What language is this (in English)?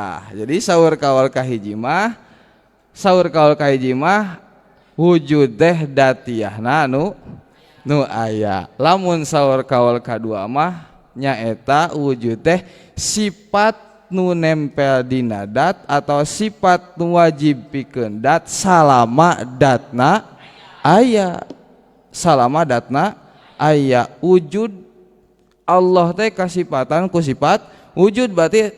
Sundanese